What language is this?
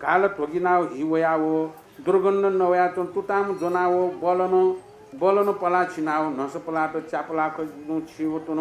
Newari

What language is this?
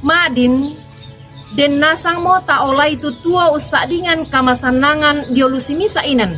Toraja-Sa'dan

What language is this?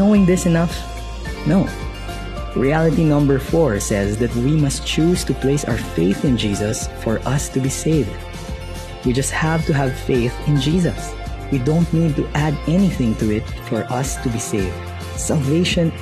Cebuano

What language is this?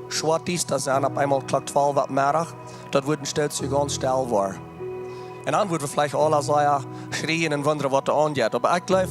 Plautdietsch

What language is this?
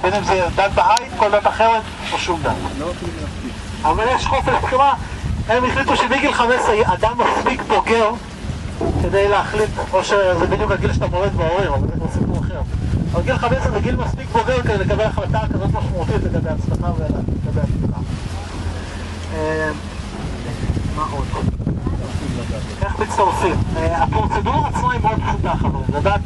Hebrew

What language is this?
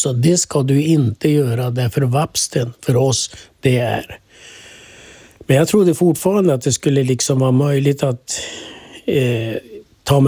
Swedish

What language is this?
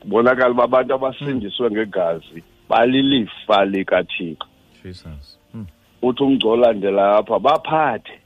Xhosa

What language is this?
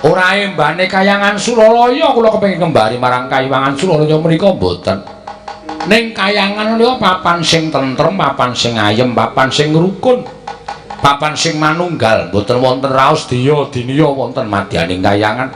Javanese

